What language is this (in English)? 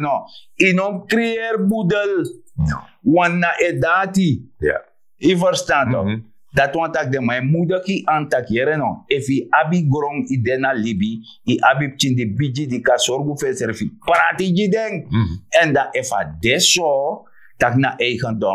Sranan Tongo